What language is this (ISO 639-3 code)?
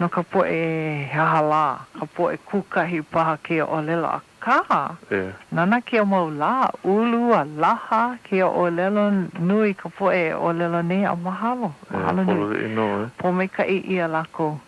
haw